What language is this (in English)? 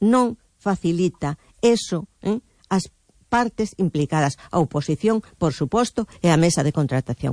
Galician